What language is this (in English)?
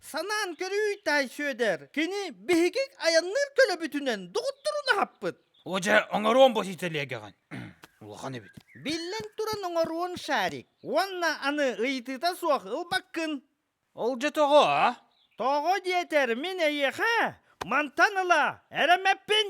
Yakut